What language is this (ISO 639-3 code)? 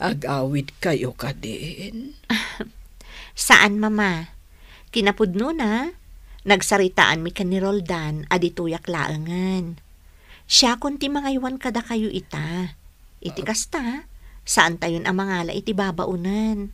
ilo